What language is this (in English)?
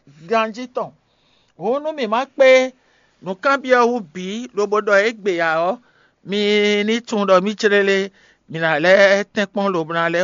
Fon